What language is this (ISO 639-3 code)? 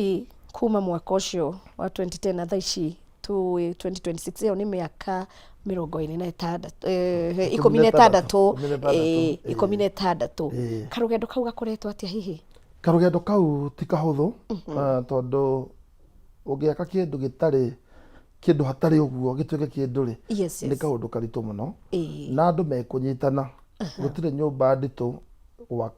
kik